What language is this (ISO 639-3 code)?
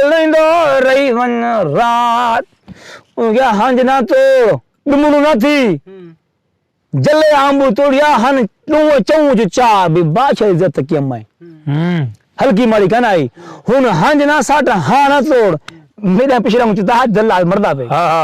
skr